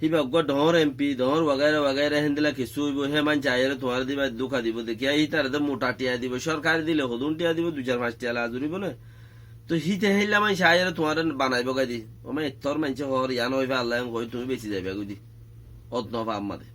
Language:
Rohingya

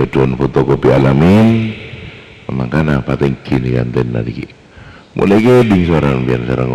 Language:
Madurese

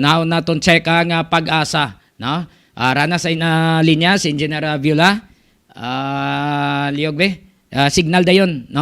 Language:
Hiligaynon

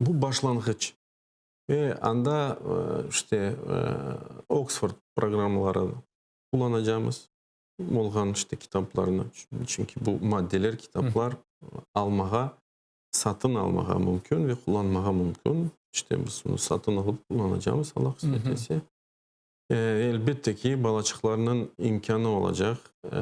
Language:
Crimean Tatar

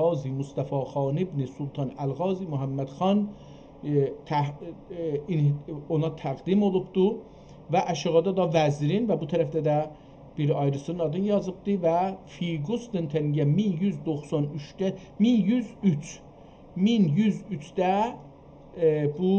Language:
South Azerbaijani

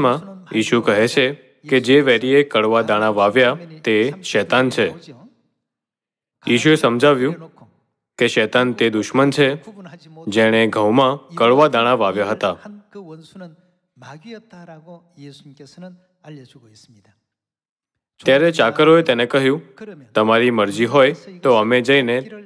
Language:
Gujarati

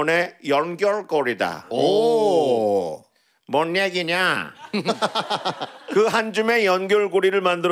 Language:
Korean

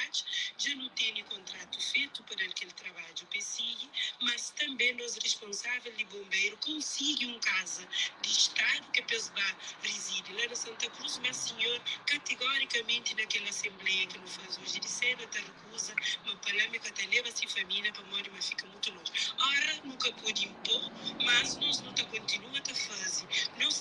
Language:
Kabuverdianu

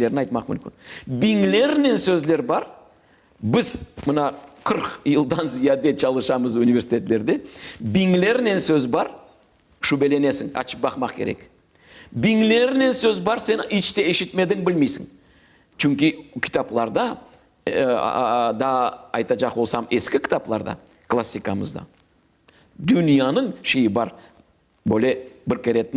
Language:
Crimean Tatar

